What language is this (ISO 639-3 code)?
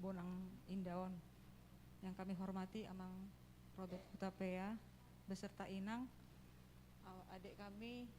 bbc